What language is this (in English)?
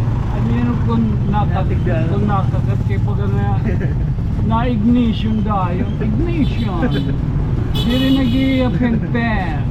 Waray